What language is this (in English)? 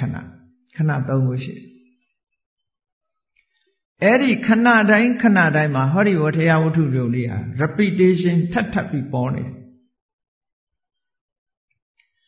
Burmese